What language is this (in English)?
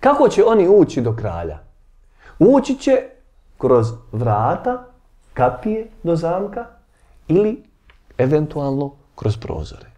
Bosnian